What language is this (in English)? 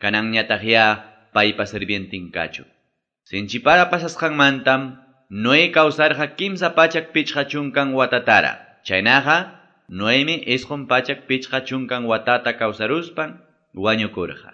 Quechua